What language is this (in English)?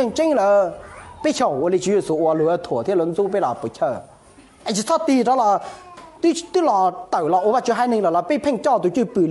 Hmong